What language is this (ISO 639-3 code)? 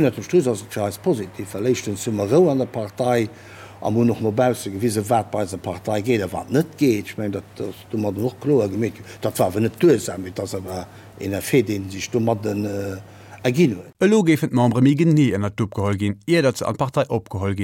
ltz